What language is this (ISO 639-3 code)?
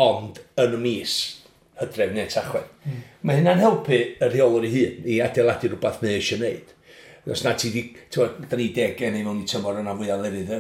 cym